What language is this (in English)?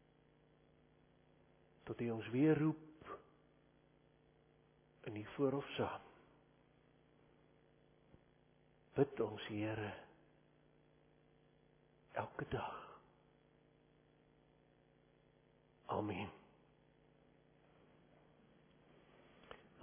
Afrikaans